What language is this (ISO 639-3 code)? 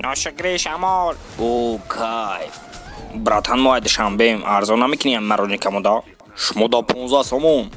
tgk